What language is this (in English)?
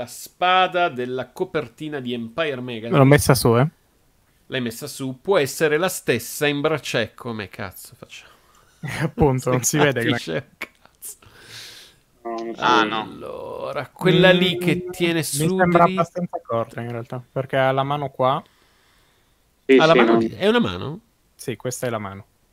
Italian